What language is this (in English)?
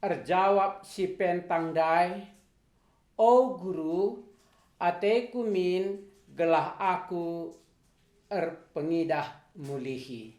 Batak Karo